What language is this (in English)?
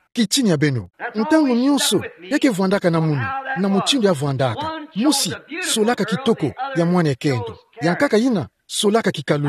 Kituba (Democratic Republic of Congo)